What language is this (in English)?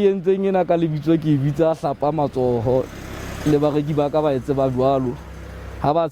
Southern Sotho